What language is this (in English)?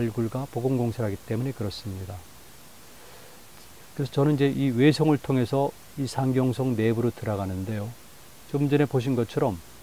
Korean